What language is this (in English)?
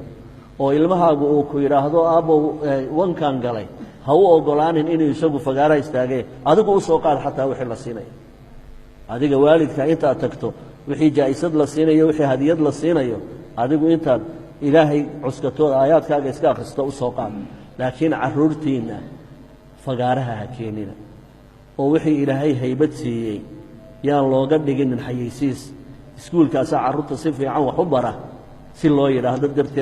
Somali